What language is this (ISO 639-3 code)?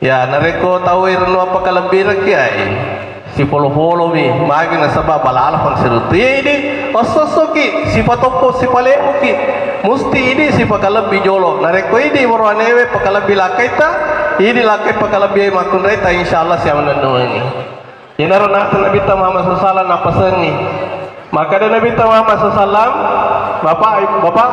bug